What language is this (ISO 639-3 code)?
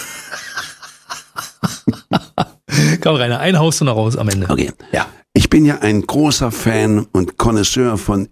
deu